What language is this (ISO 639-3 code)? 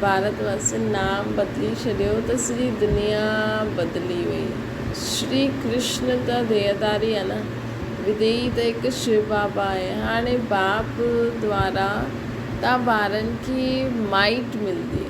snd